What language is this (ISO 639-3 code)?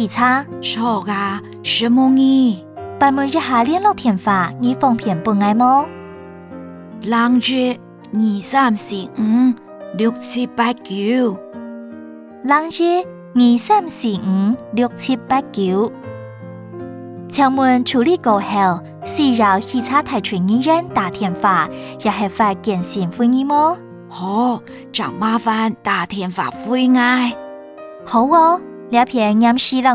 hak